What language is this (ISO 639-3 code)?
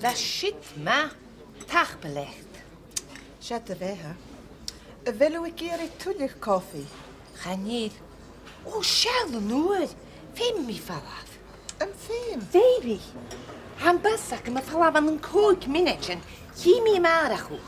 gla